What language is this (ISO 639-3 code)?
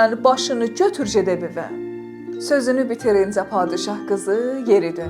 azb